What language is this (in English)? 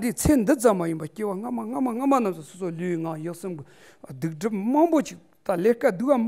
Tibetan